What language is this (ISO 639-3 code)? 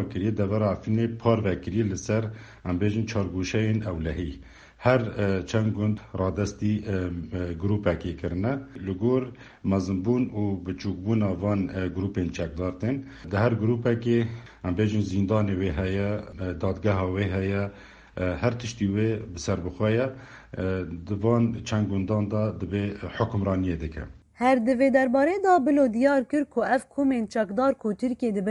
kur